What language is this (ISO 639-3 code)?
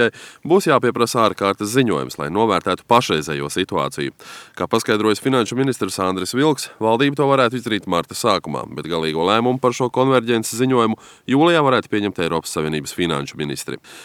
lav